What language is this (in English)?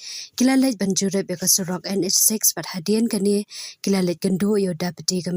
Khasi